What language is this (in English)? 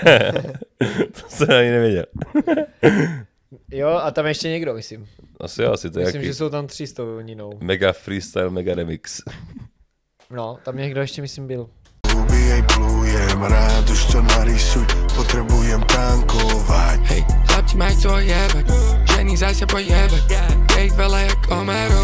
Czech